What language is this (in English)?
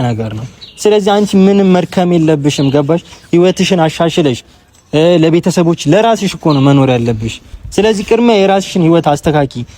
Amharic